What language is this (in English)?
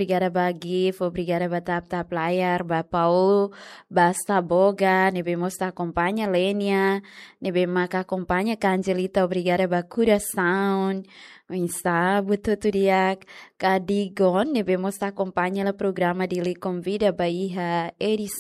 Tetum